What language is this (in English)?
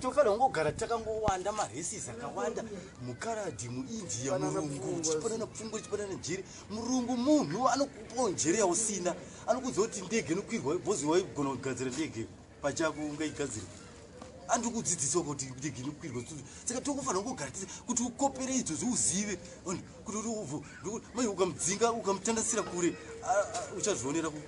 Shona